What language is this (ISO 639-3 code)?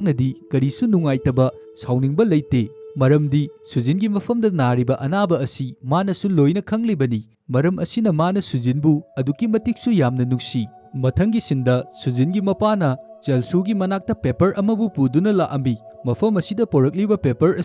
mni